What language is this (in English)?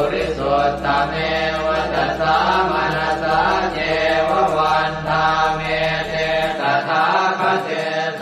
Pali